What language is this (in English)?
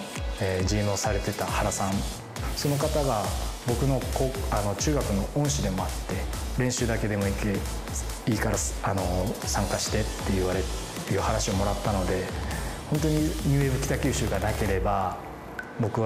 Japanese